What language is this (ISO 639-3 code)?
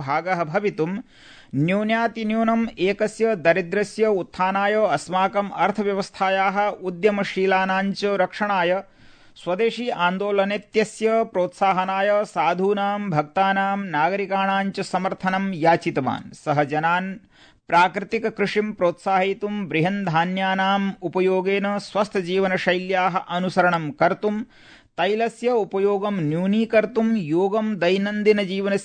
san